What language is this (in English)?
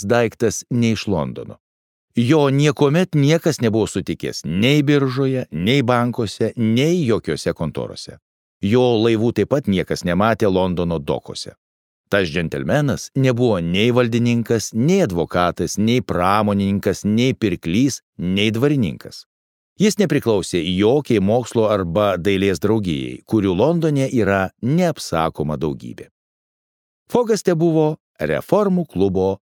Lithuanian